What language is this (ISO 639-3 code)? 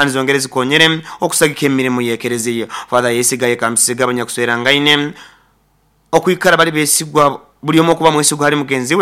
nyo